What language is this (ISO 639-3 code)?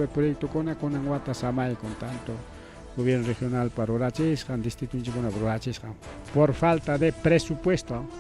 quy